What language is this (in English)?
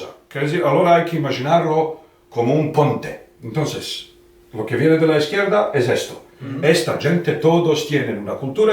Ladino